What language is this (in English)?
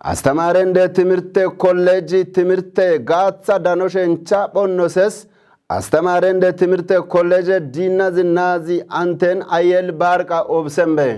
Kafa